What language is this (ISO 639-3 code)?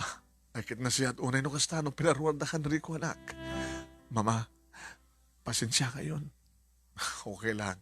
ilo